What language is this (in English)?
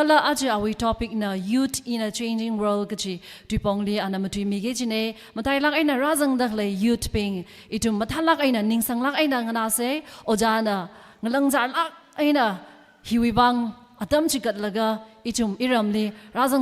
Tangkhul Naga (India)